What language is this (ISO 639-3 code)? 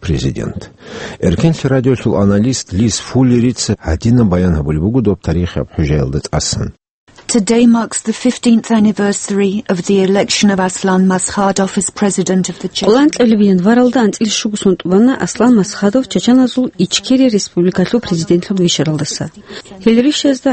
ava